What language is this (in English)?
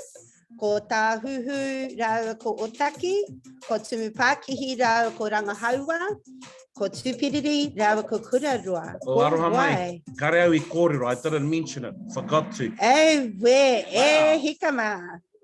Māori